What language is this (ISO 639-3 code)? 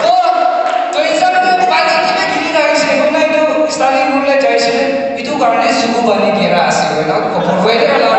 nag